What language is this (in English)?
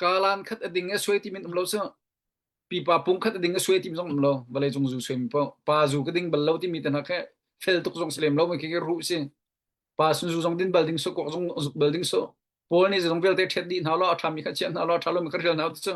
Hakha Chin